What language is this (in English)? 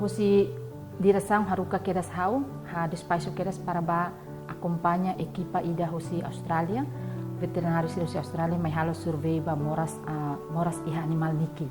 Tetum